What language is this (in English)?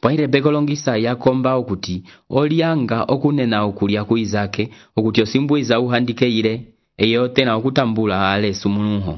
Umbundu